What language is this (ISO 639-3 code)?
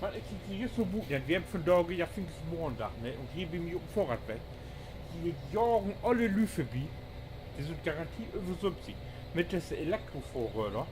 nds